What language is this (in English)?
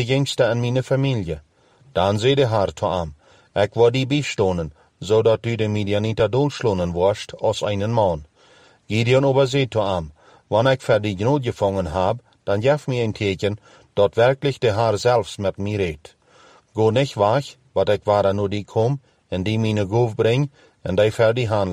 Plautdietsch